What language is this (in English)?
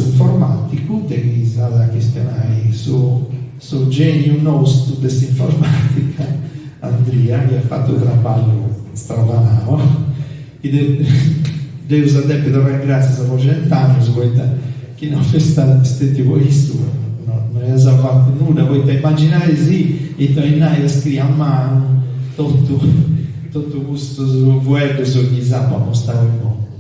Sardinian